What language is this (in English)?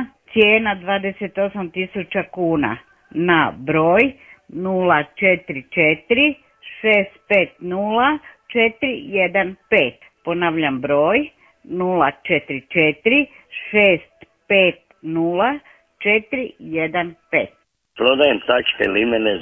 Croatian